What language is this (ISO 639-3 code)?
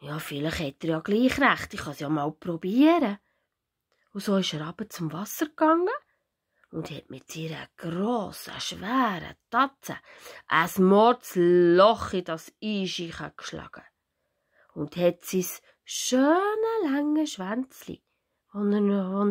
gsw